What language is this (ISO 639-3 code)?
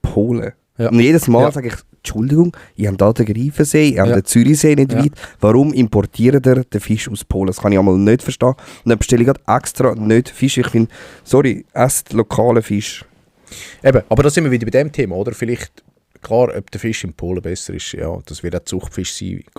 gsw